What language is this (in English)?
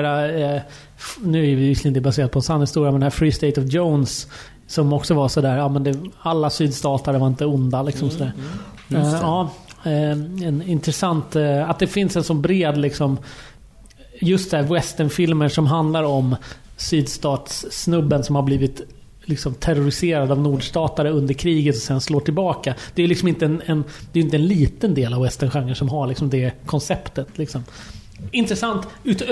Swedish